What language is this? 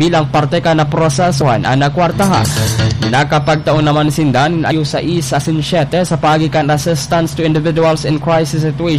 Bikol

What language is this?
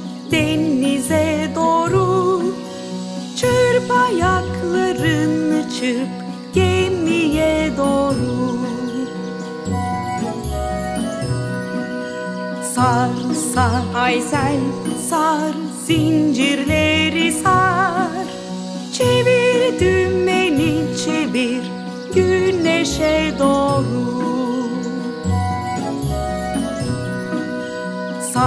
Turkish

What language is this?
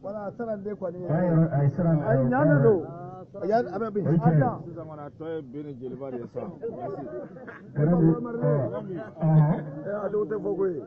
Bambara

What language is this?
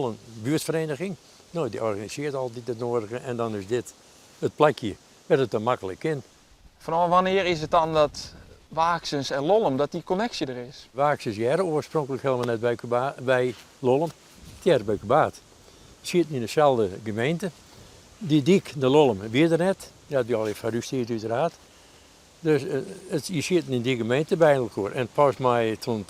Western Frisian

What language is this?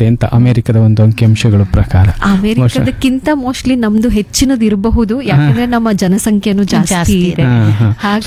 Kannada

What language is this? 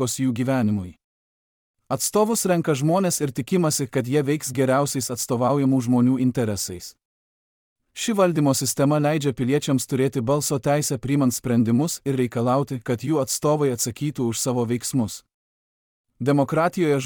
Lithuanian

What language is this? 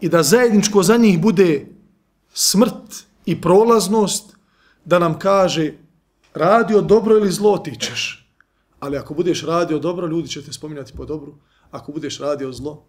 Bosnian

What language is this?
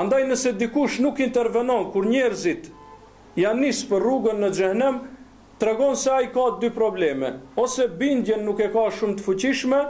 Albanian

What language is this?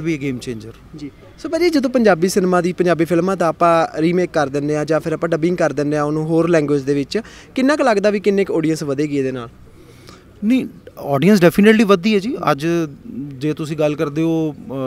Punjabi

